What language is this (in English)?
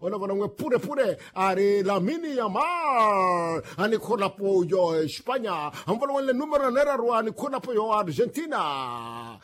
Makhuwa